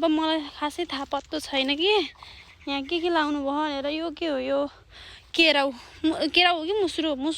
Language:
Nepali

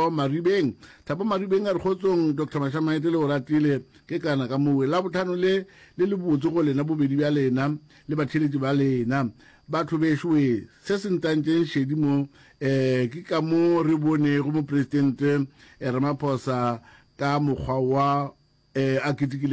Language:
Northern Sotho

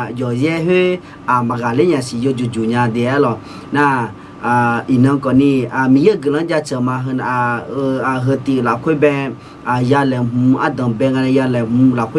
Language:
Akha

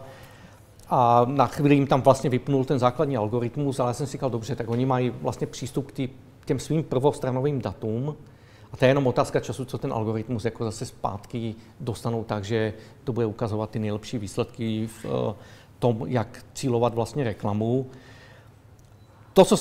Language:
Czech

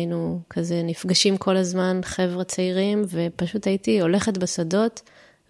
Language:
Hebrew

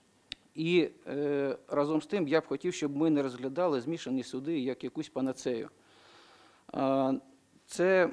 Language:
Ukrainian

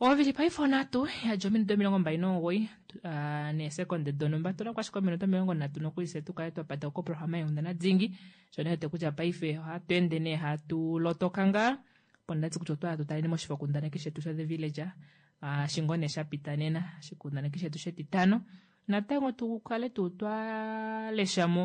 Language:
Kuanyama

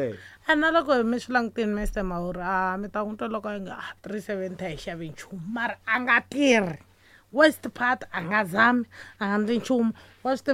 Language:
Tsonga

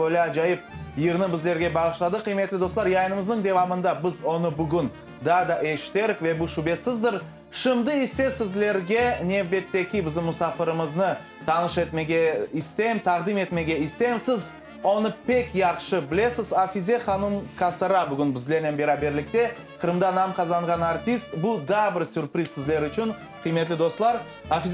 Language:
Crimean Tatar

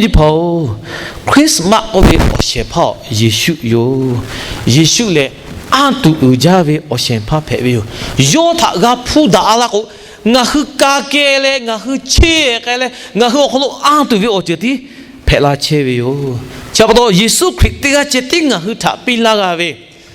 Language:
Lahu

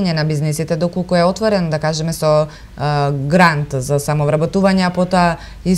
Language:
Macedonian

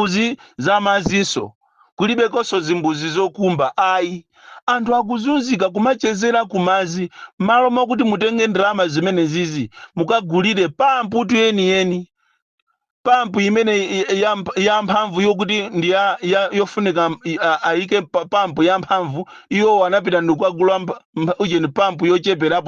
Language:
Nyanja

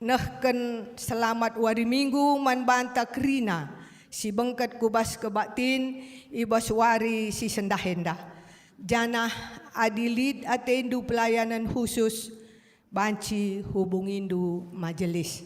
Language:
Batak Karo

